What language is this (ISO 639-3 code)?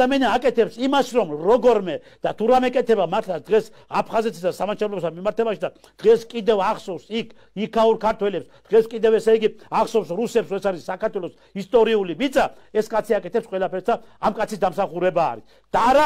kat